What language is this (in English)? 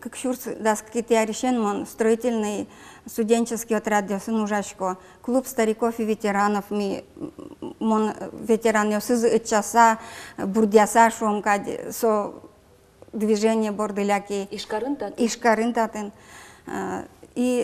Udmurt